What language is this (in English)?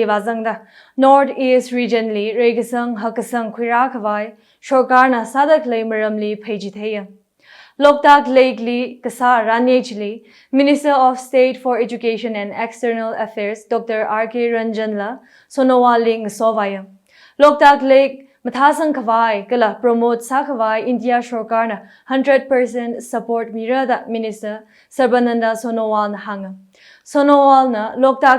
Tangkhul Naga (India)